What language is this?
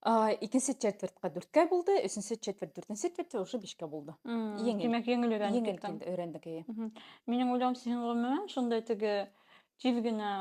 Bashkir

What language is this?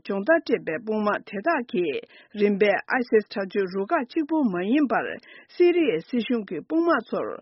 Tibetan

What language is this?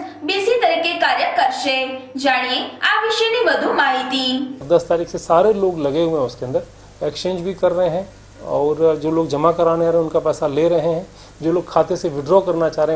Gujarati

